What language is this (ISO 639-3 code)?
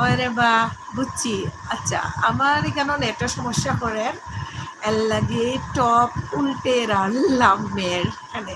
syl